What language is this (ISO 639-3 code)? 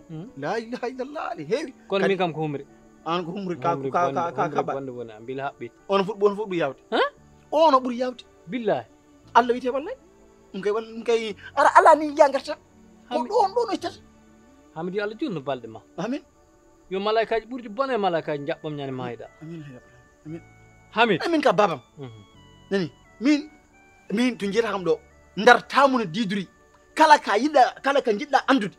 ful